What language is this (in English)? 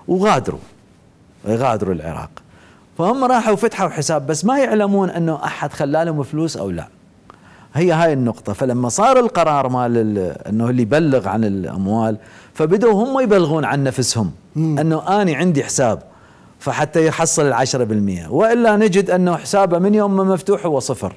Mesopotamian Arabic